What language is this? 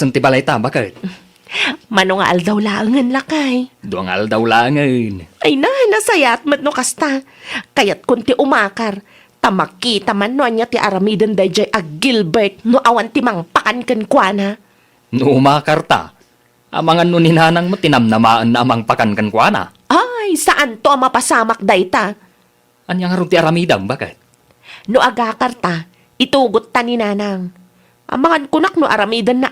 Iloko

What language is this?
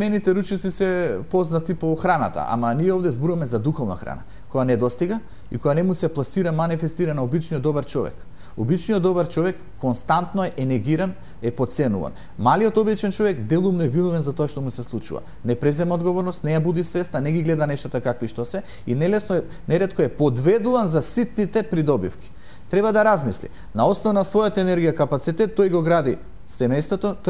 Macedonian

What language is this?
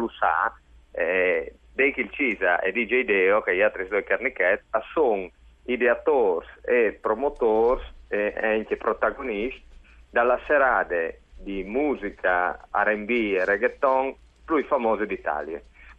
Friulian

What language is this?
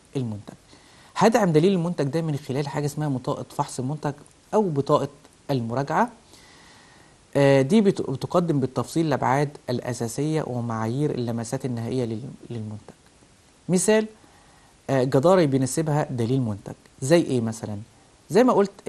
Egyptian Arabic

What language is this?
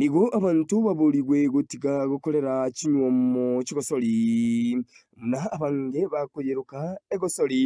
Gusii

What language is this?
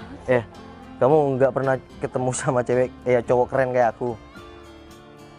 Indonesian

